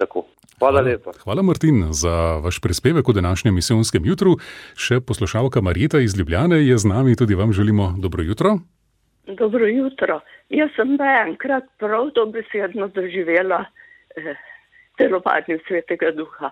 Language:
Slovenian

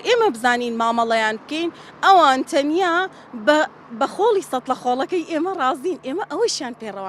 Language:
Central Kurdish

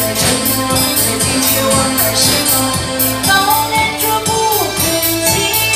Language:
Chinese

